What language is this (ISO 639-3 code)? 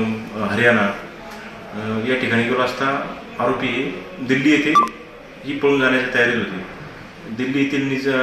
mar